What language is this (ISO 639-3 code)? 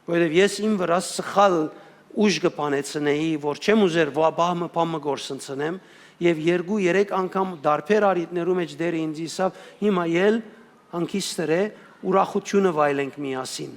hyw